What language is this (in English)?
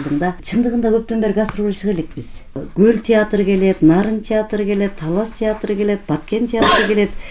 Kyrgyz